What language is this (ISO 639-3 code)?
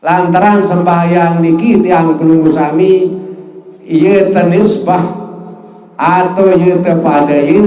sas